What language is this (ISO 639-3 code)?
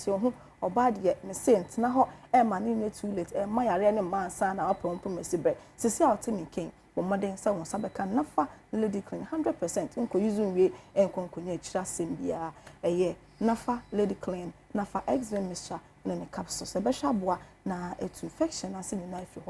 aka